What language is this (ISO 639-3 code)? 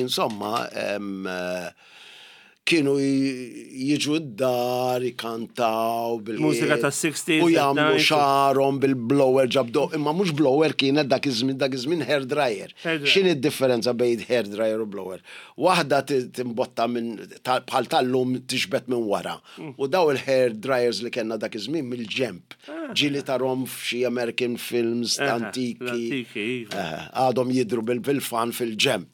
mlt